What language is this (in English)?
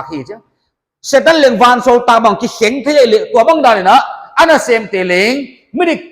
Paite Chin